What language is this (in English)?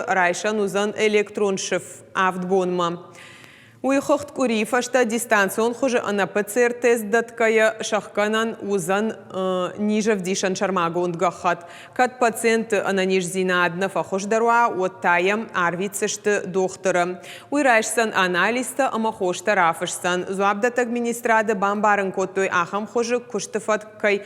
Ossetic